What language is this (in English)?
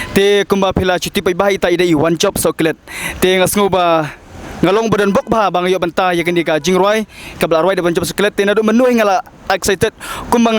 Khasi